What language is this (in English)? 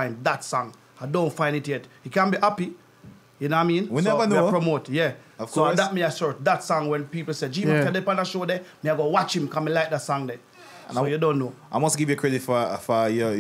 Jamaican Creole English